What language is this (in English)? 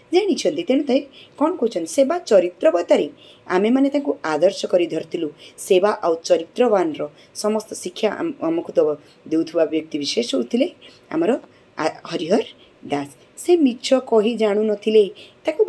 Odia